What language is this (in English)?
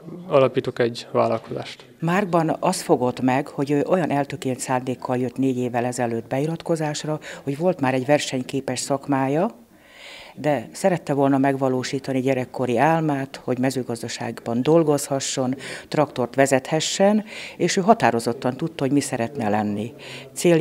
Hungarian